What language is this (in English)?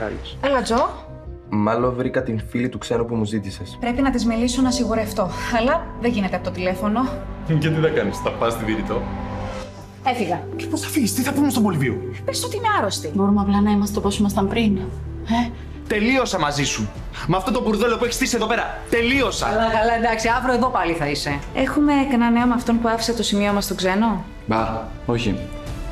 Greek